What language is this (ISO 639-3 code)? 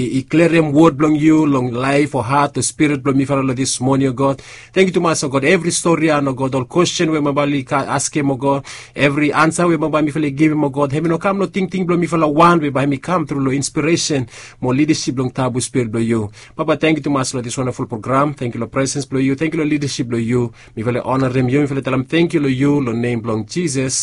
bis